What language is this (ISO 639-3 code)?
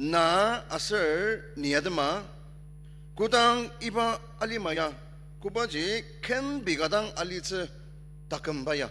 njo